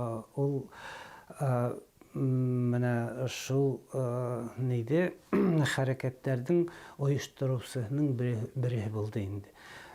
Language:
Bashkir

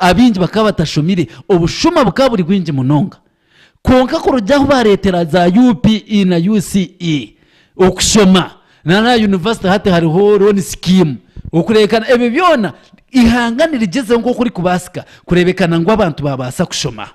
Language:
Nyankole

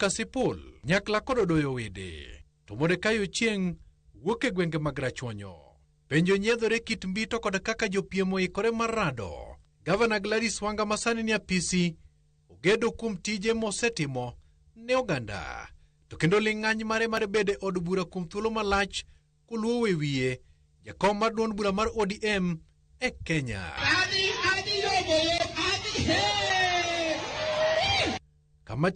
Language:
Luo (Kenya and Tanzania)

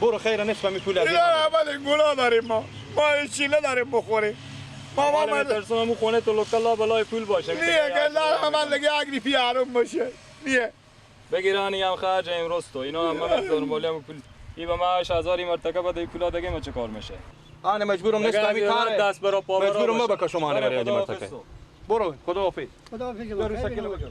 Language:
Persian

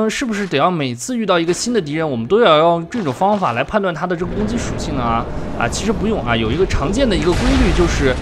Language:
Chinese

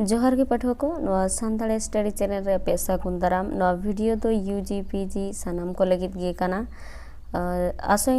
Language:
Santali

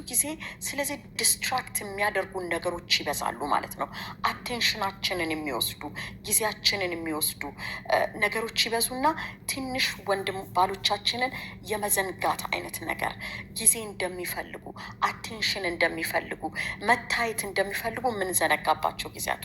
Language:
Amharic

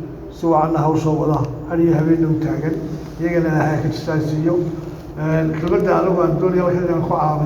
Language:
Somali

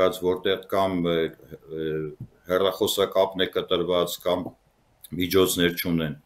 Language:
Armenian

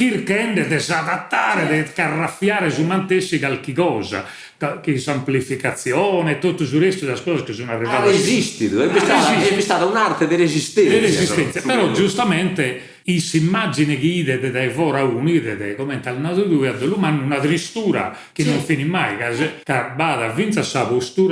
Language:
Sardinian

